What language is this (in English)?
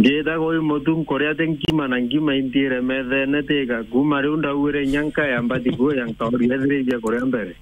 Meru